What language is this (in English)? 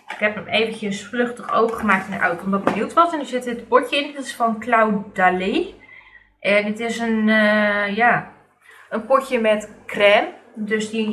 Dutch